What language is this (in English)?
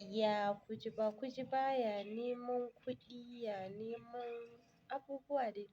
Hausa